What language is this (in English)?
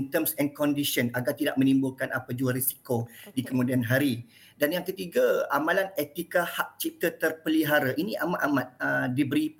Malay